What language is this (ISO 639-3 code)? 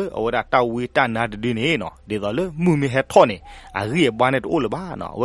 ksw